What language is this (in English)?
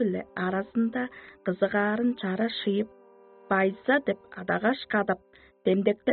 Tuvinian